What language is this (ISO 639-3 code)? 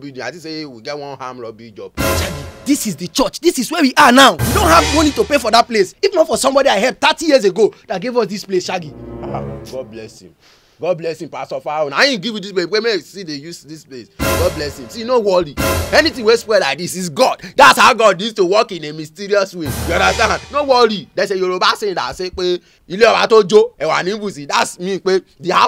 pcm